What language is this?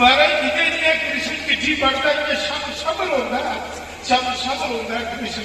Dogri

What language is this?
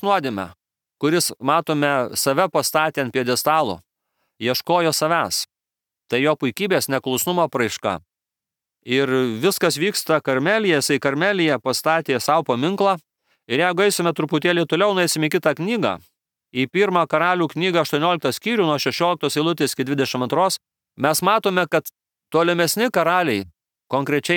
Lithuanian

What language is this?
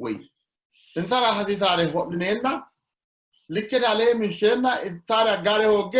Sidamo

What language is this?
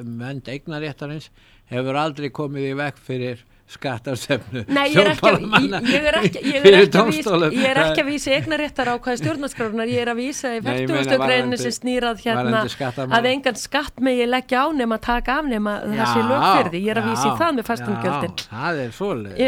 Icelandic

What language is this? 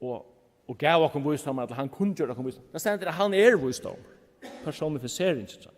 Faroese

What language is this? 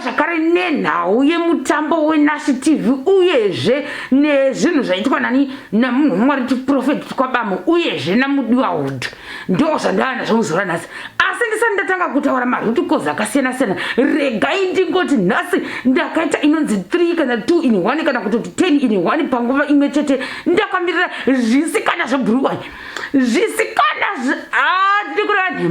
Shona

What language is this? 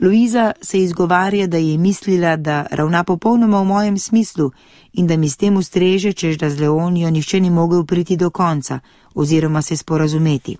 Slovenian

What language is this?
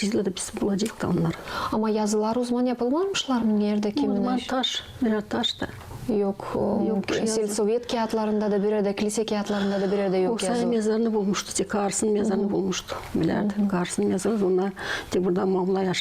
Gagauz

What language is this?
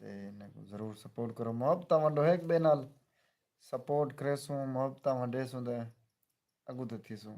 Saraiki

